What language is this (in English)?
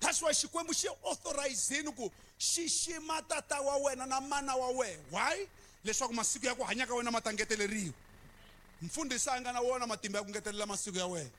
Tsonga